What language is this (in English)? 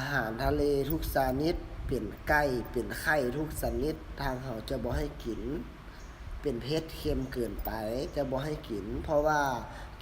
Lao